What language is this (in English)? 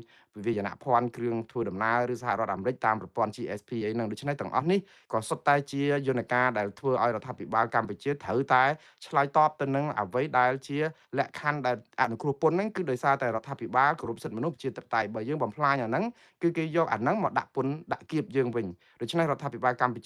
Khmer